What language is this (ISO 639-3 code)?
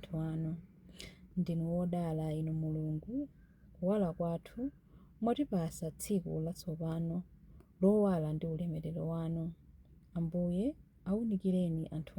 nya